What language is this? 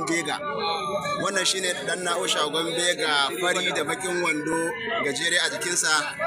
Hausa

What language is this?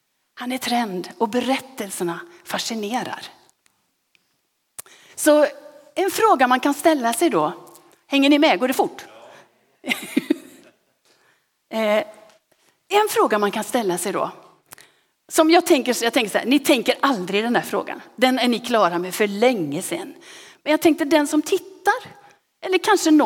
Swedish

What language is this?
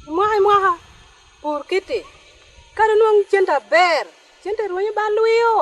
Lango (Uganda)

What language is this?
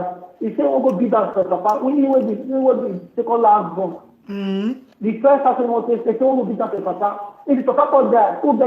Nigerian Pidgin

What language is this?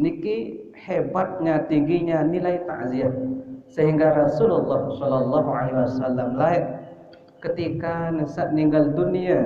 Sasak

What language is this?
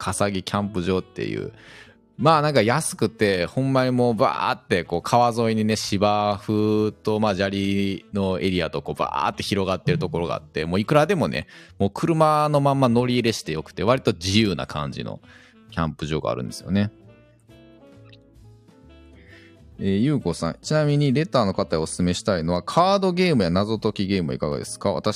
Japanese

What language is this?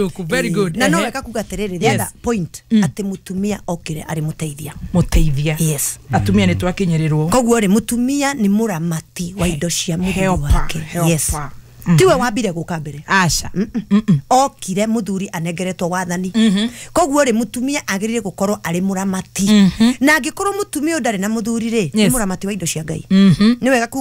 Kikuyu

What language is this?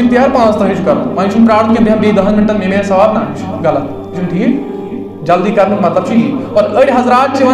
Kashmiri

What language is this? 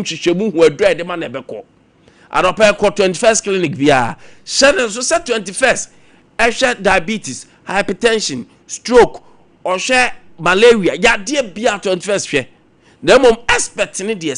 Akan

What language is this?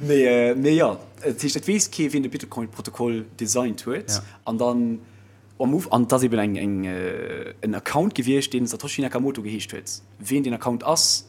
Luxembourgish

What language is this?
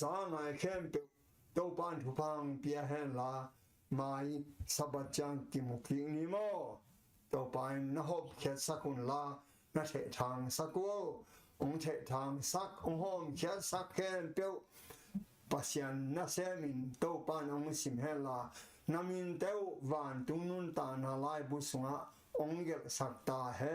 Tedim Chin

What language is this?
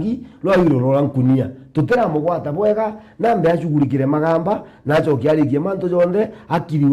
Meru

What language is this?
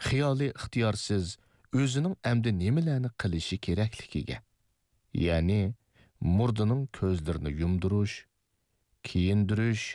Uyghur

